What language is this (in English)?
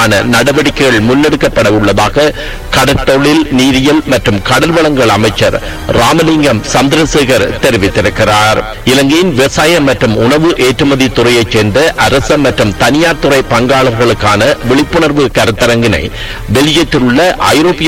Tamil